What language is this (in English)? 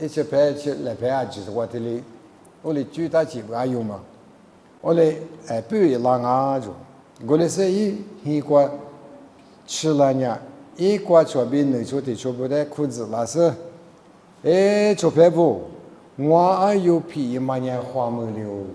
Lisu